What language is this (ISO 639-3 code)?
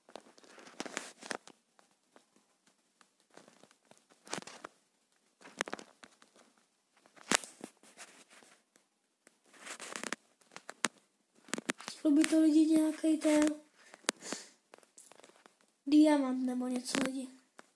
ces